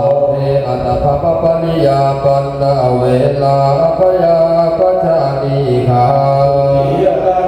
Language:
Pali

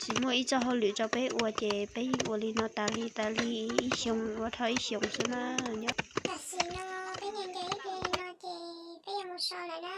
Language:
Hmong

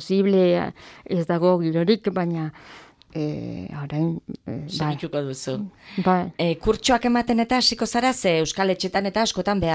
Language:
Basque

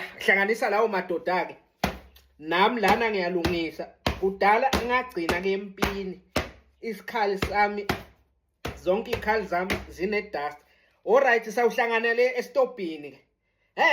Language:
Zulu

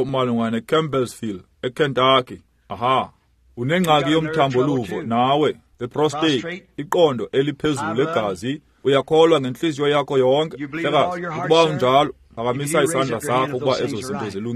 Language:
Xhosa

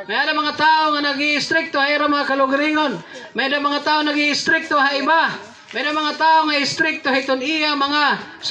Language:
Waray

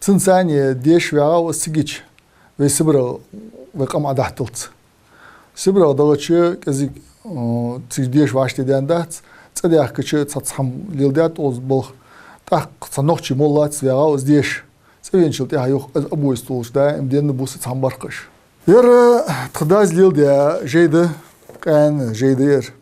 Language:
Ingush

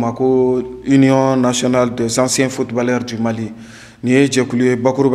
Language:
Bambara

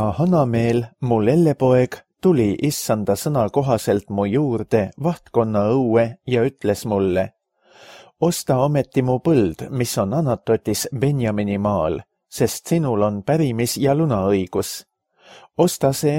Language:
Estonian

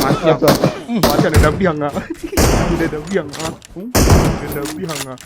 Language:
Minangkabau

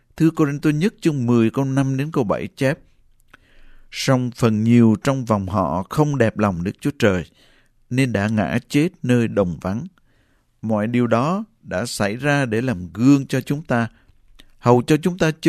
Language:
Vietnamese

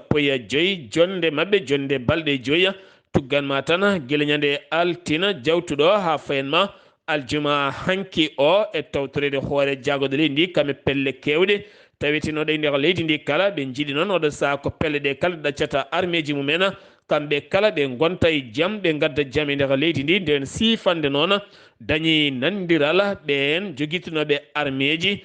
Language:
Fula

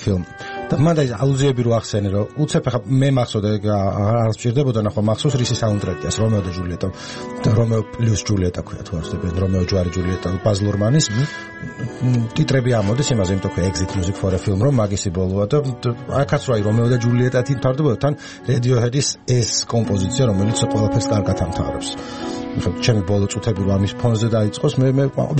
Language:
Georgian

